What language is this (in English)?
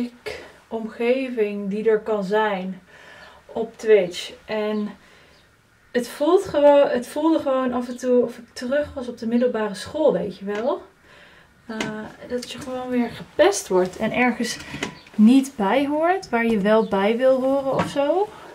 Dutch